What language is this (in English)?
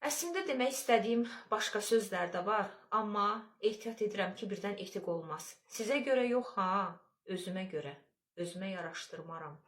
Azerbaijani